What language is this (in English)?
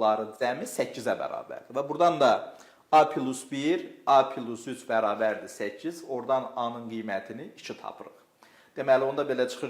Azerbaijani